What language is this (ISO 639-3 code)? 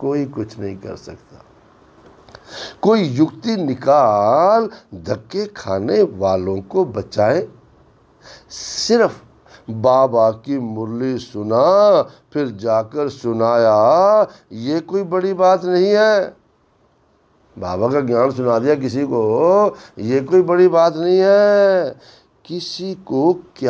hin